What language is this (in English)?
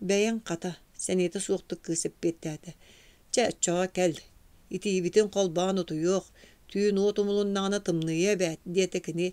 Yakut